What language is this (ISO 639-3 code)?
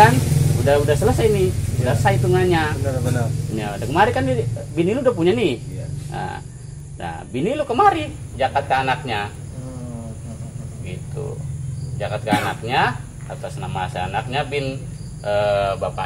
bew